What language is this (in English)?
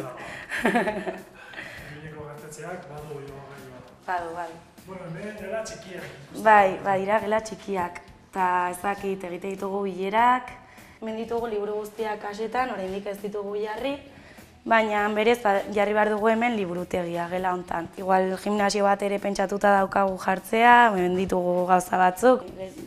Basque